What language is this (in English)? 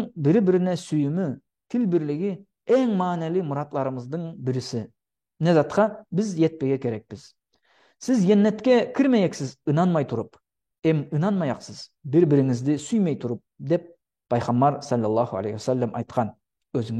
Nogai